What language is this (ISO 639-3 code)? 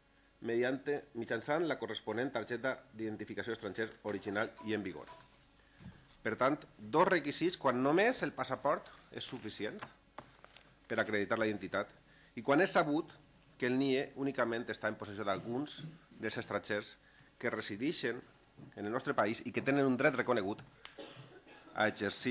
cat